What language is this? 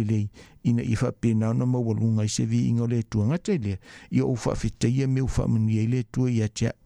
Samoan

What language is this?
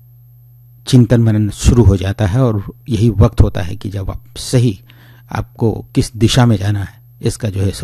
Hindi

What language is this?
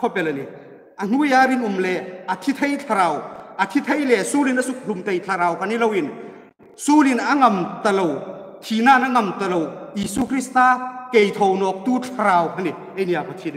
Hmar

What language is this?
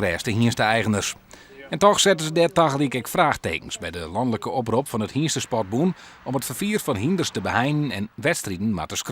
Western Frisian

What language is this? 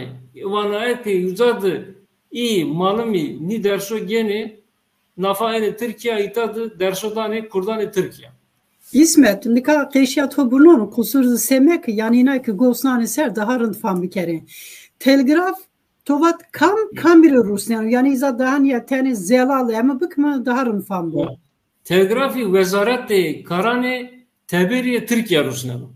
Zaza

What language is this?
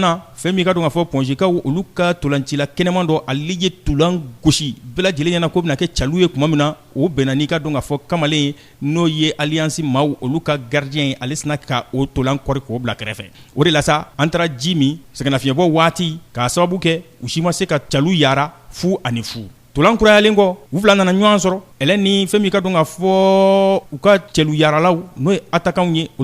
Bambara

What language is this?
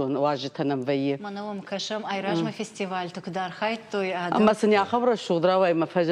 Ossetic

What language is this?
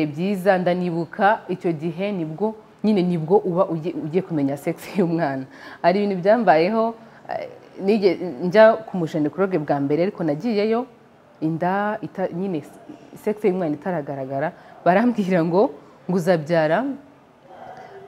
Kinyarwanda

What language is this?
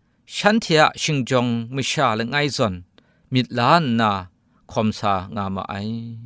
Kachin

